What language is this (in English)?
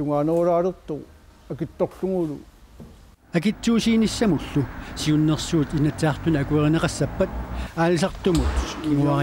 Kalaallisut